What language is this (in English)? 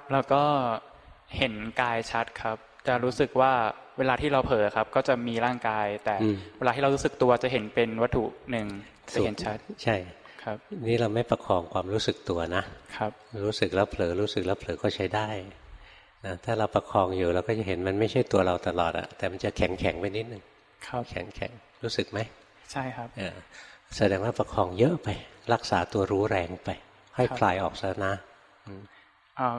Thai